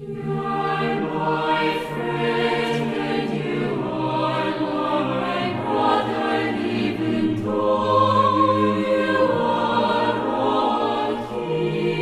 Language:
South Bolivian Quechua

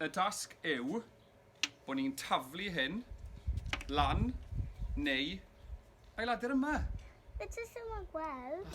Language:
Welsh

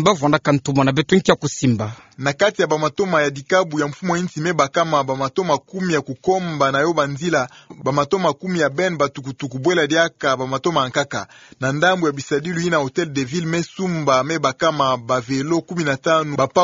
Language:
Kituba (Democratic Republic of Congo)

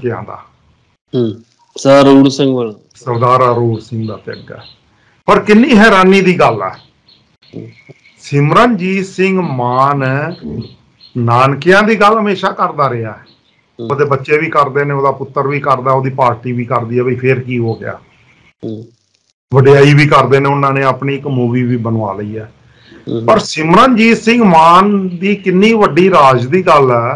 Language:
Punjabi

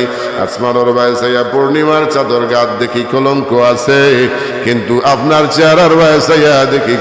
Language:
Sylheti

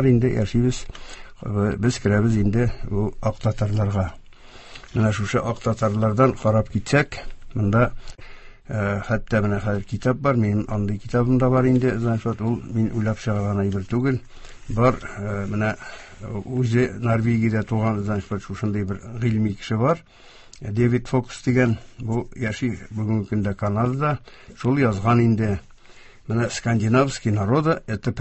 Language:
Tatar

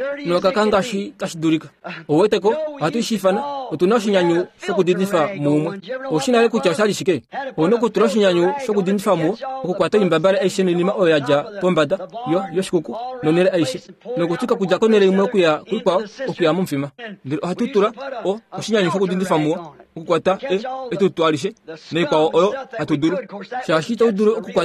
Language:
Kuanyama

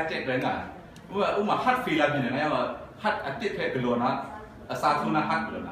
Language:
Kachin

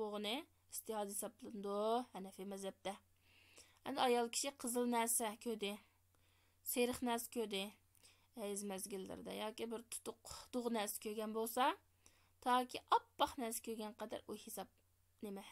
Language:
Uyghur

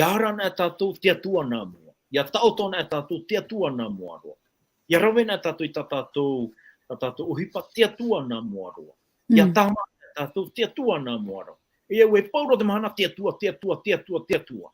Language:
Tahitian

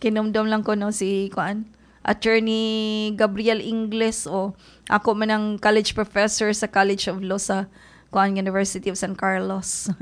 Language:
Cebuano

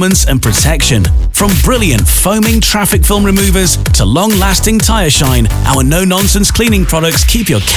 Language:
English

